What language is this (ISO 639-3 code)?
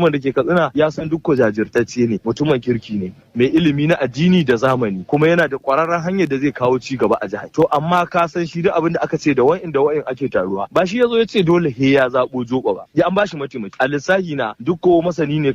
hau